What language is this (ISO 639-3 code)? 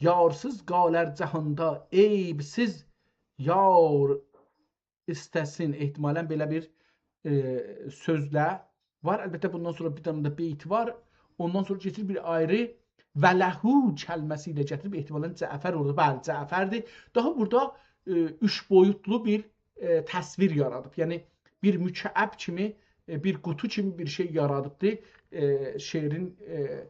azb